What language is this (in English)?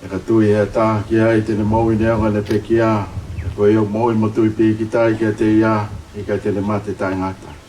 Tongan